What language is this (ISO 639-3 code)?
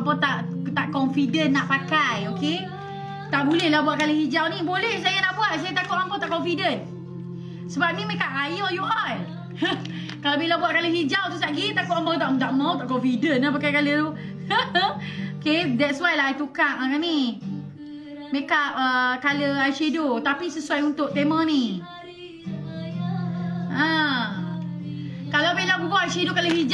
msa